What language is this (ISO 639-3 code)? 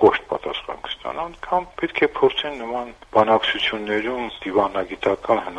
hye